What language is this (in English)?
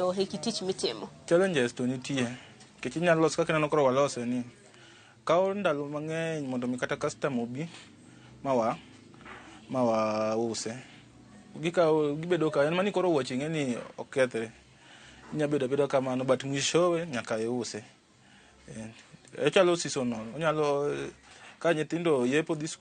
Luo (Kenya and Tanzania)